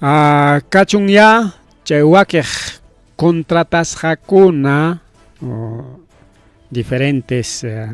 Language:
Ayacucho Quechua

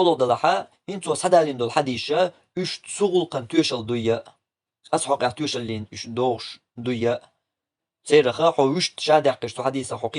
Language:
Chechen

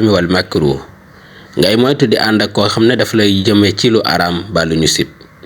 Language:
Wolof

